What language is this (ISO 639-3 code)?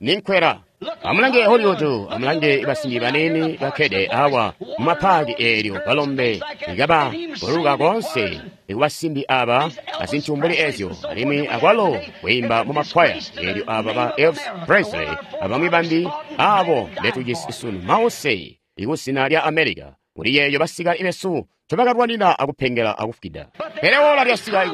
toi